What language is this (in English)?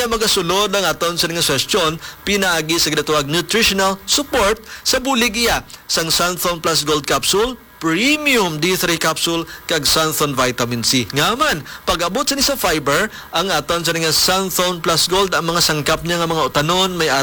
Hiligaynon